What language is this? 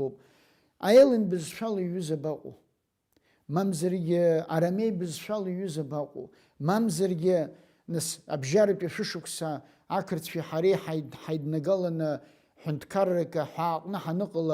Abkhazian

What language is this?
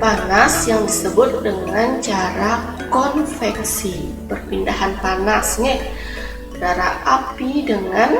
Balinese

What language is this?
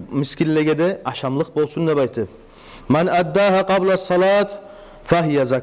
Kumyk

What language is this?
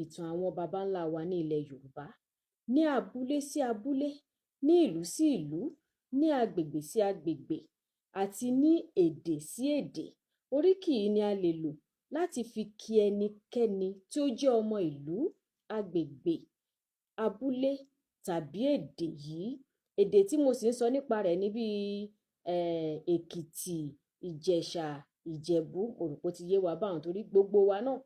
Yoruba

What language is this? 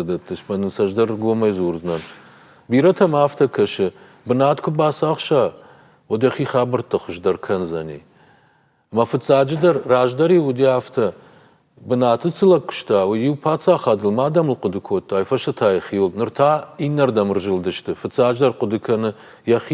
Ossetic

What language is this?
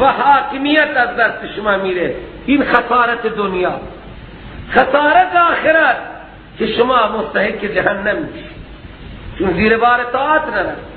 Persian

